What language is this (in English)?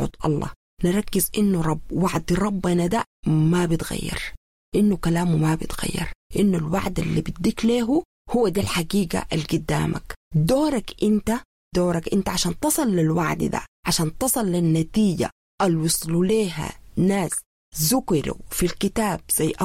Sudanese Arabic